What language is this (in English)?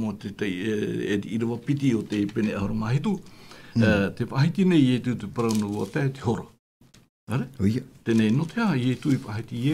Tahitian